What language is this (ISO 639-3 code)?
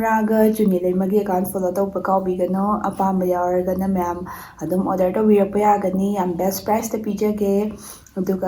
mni